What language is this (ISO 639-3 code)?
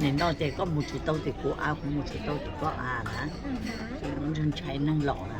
hmn